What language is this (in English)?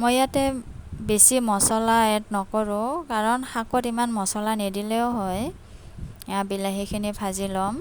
Assamese